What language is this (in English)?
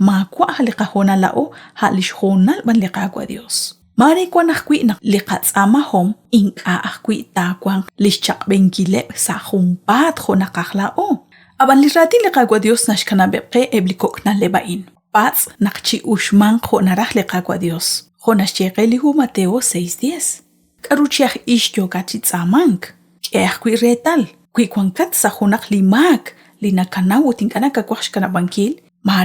Kekchí